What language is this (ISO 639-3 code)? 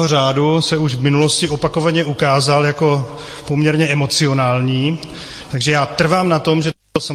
ces